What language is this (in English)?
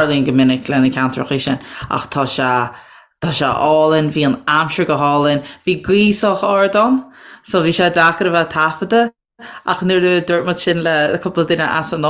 Irish